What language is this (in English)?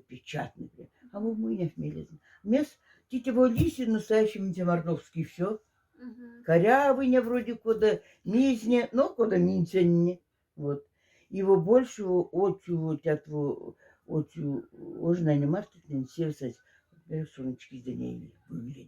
Moksha